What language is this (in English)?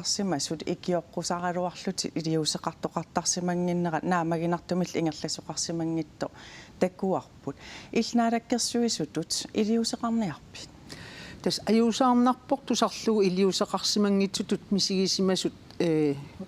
Kalaallisut